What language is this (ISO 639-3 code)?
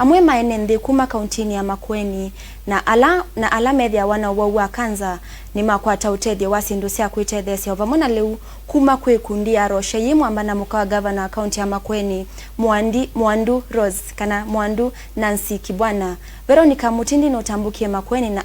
kam